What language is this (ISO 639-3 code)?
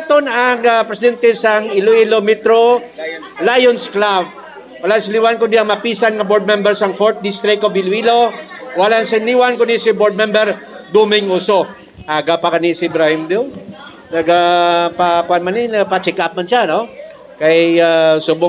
hil